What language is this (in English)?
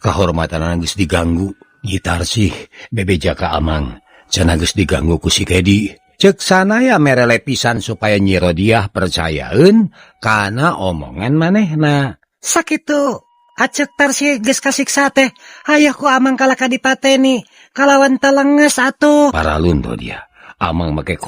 Sundanese